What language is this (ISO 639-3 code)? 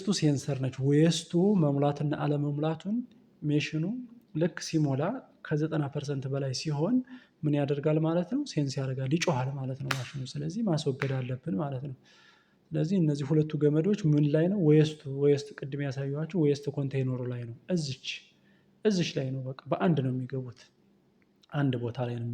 amh